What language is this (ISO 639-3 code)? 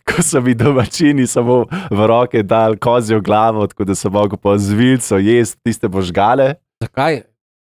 slv